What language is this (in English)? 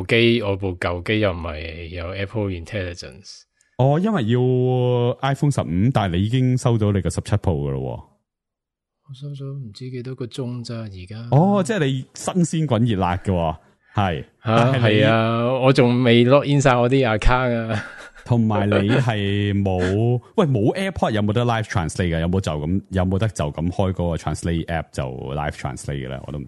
Cantonese